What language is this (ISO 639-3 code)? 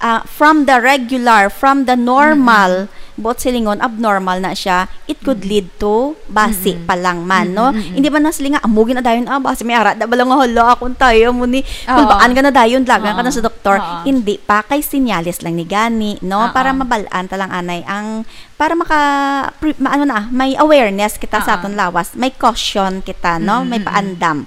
hil